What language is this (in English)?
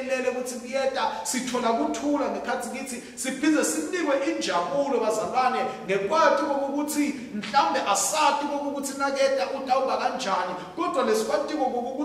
Swati